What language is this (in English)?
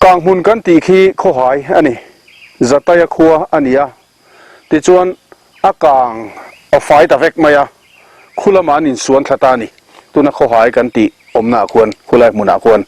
Mizo